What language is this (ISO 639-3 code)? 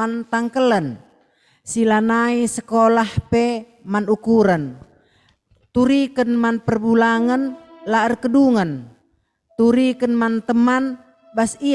btx